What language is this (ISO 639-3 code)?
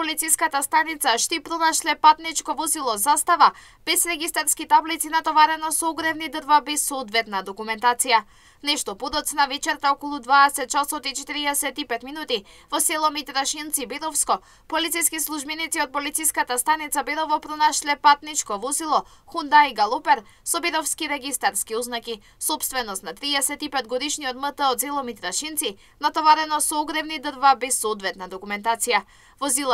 mkd